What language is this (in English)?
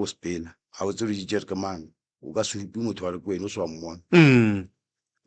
Northern Sotho